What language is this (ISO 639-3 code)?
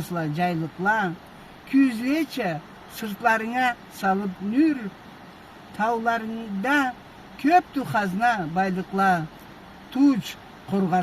krc